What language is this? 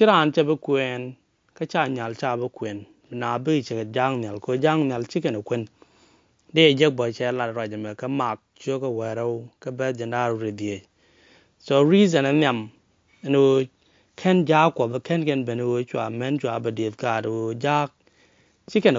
Nuer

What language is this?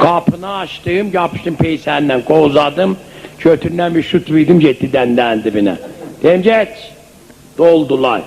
South Azerbaijani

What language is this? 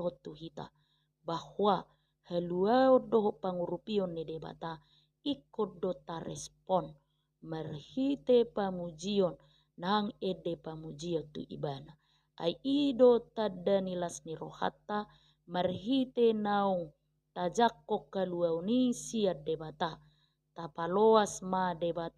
Batak Toba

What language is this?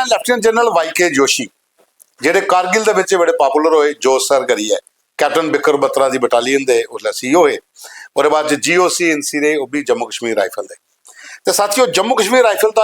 Dogri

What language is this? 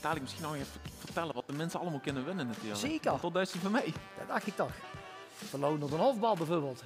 Limburgish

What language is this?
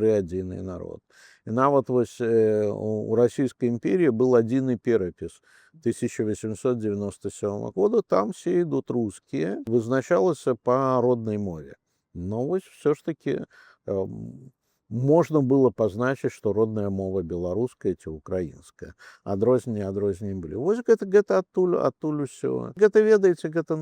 Belarusian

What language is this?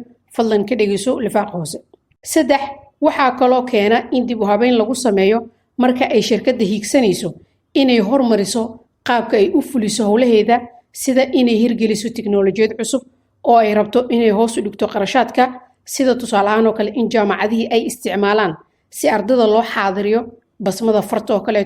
Somali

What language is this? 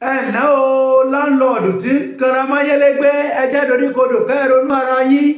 Yoruba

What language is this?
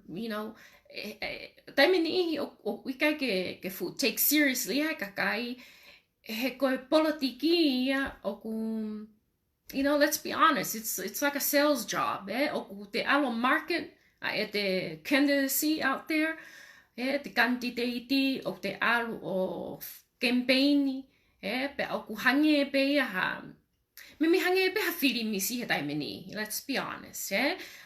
Tongan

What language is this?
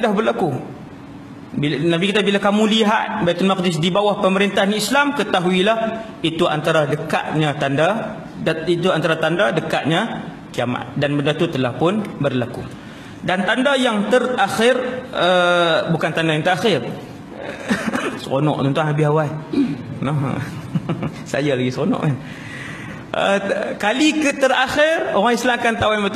Malay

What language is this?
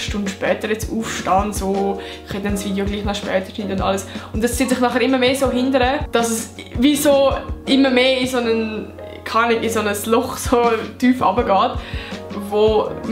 Swiss German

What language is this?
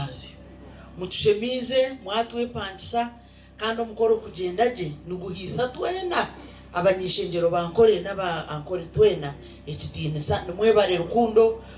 Nyankole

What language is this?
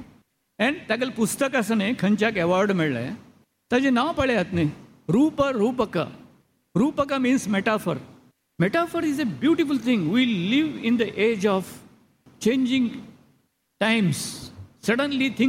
Konkani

